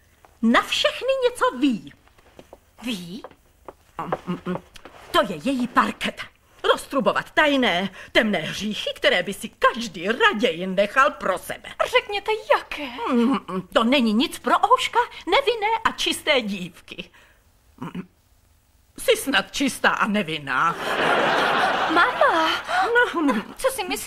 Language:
Czech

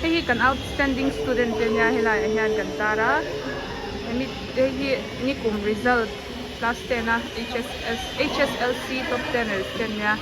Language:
Mizo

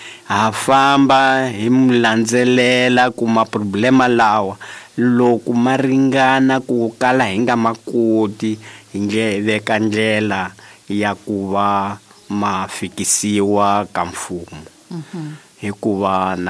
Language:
Tsonga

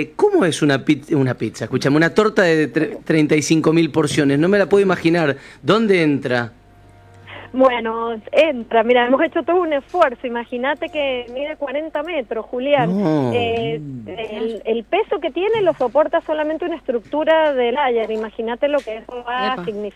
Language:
Spanish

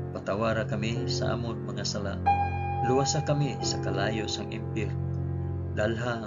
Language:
Hiligaynon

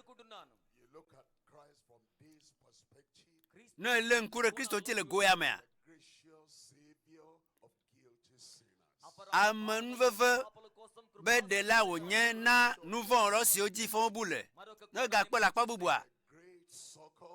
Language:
Ewe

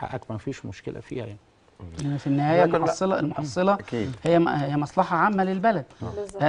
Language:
Egyptian Arabic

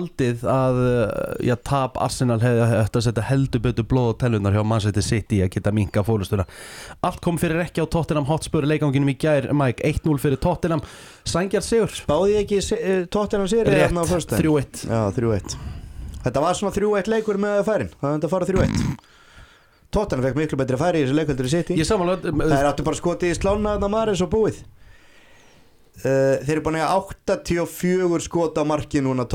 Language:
Icelandic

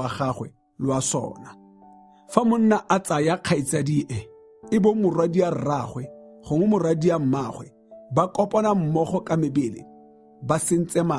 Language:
Tswana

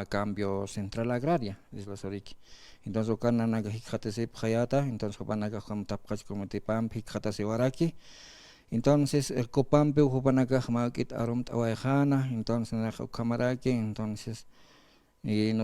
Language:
Aymara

